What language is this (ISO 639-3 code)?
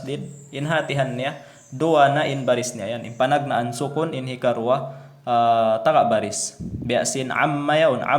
tsg